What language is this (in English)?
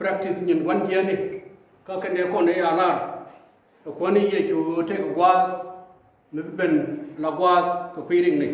Nuer